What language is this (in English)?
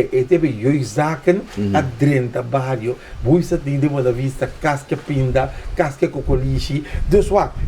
Papiamento